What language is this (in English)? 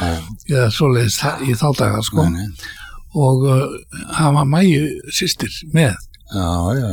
Icelandic